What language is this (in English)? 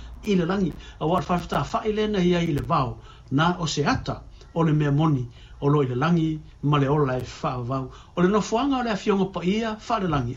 Samoan